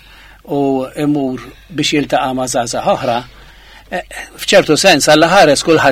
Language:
Maltese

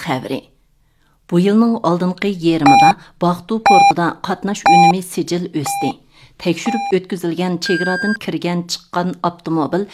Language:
Uyghur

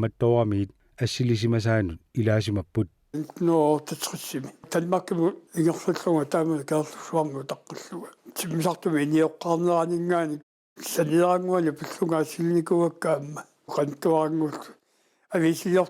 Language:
Kalaallisut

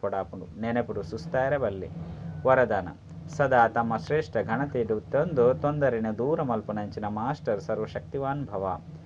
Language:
Tulu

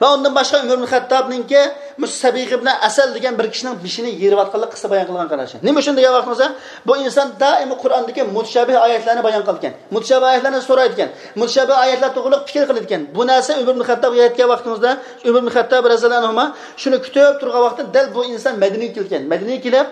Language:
Uyghur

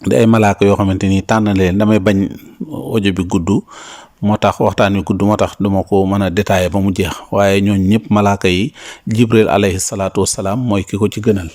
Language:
Wolof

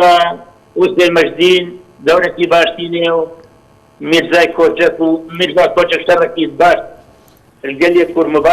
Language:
Kurdish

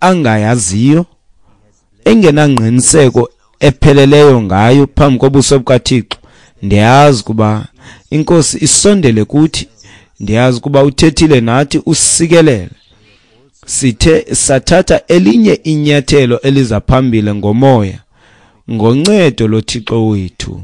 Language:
Xhosa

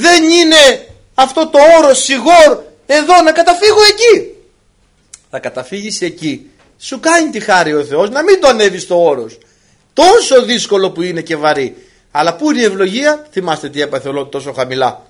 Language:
Greek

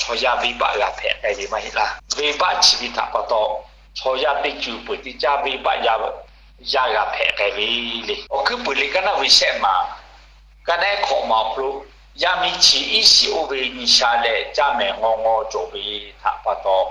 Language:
Lahu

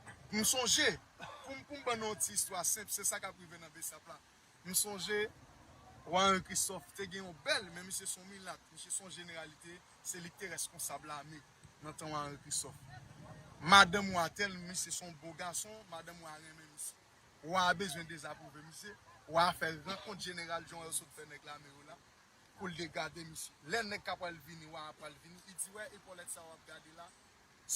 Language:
Haitian Creole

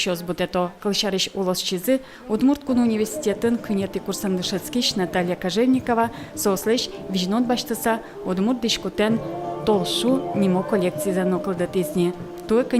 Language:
Udmurt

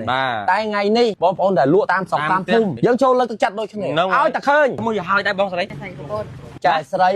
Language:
Khmer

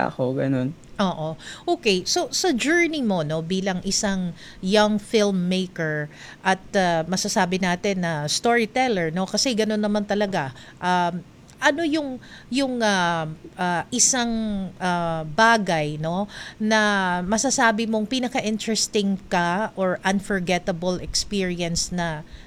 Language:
Filipino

